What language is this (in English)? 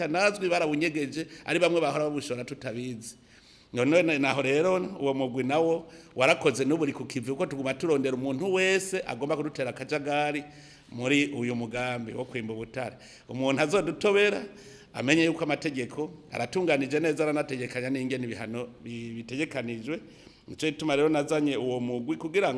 Rundi